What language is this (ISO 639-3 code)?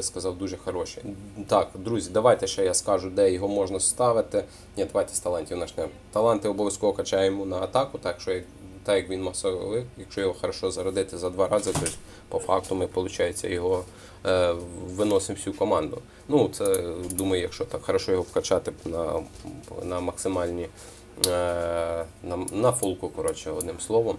ukr